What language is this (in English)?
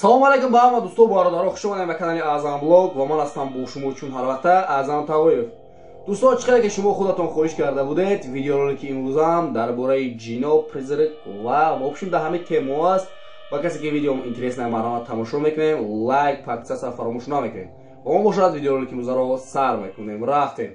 Tajik